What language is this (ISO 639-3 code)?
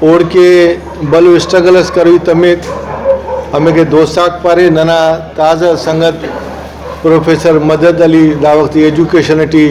brh